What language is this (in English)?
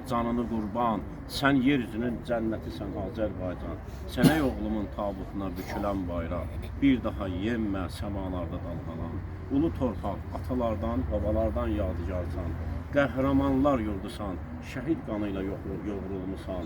Azerbaijani